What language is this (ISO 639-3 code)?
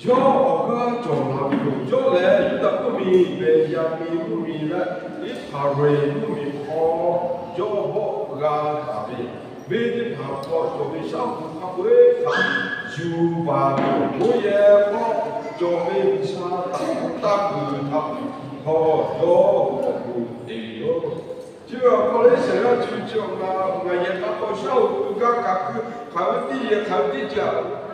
lhu